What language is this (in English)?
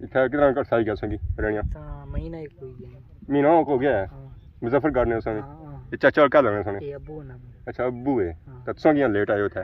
Pahari-Potwari